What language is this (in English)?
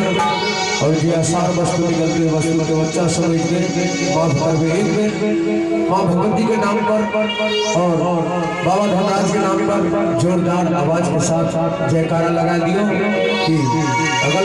Maithili